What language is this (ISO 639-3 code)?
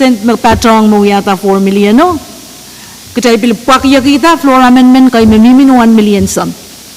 pon